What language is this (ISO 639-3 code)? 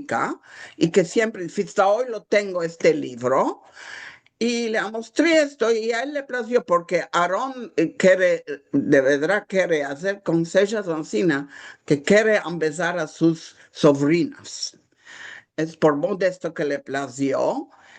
lad